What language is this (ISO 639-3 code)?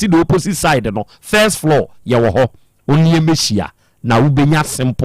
aka